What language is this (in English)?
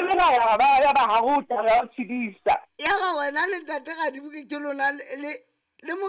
Southern Sotho